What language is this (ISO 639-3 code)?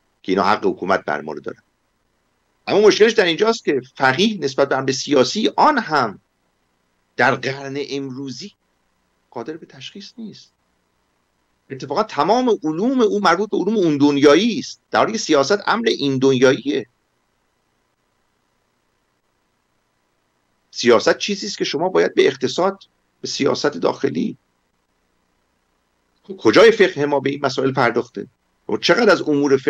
fas